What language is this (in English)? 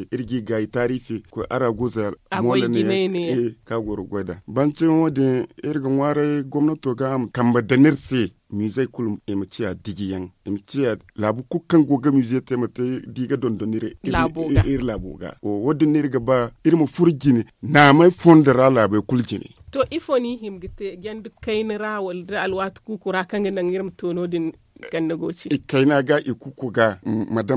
Zarma